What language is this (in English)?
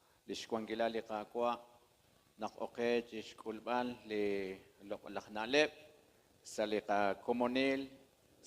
Kekchí